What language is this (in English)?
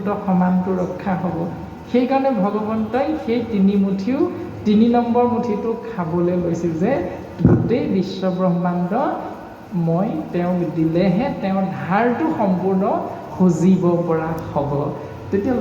Assamese